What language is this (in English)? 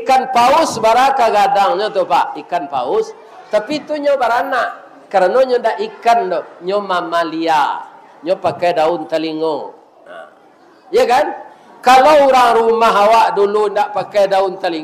Minangkabau